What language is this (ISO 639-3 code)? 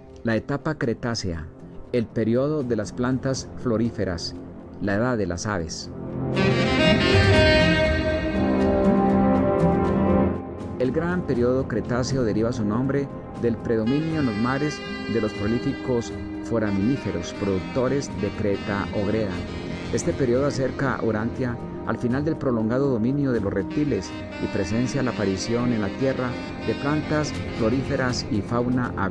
spa